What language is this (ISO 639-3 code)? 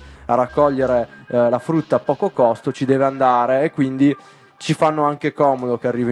ita